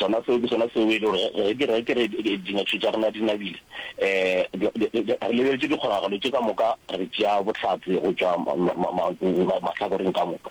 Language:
Northern Sotho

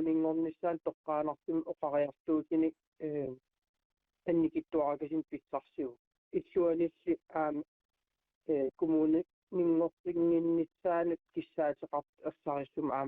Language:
Kalaallisut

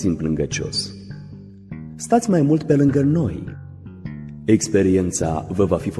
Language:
Romanian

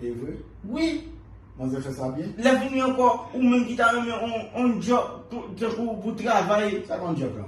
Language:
Haitian Creole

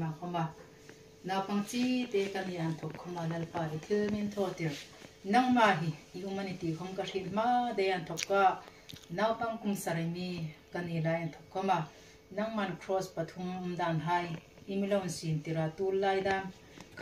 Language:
Hmar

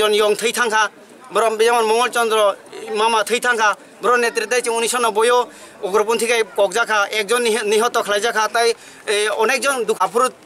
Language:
Kok Borok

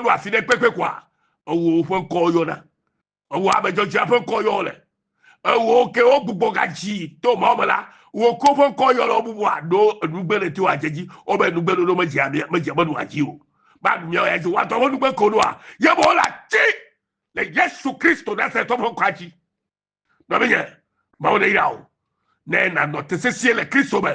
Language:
Ewe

